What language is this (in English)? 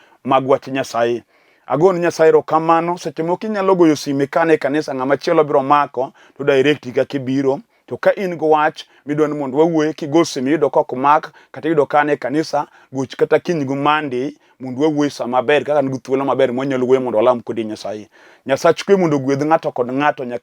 Luo (Kenya and Tanzania)